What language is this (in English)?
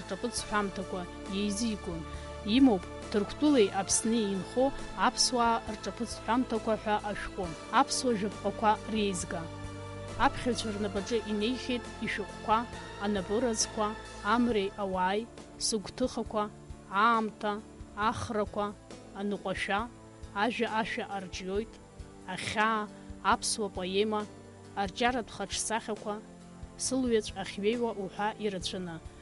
Abkhazian